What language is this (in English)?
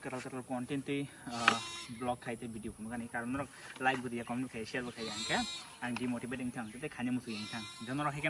Kok Borok